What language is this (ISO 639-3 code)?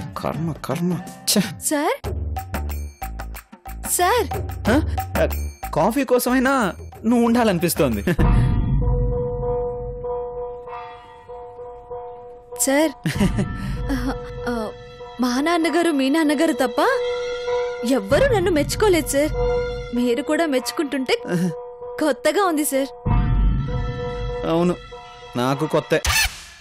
tel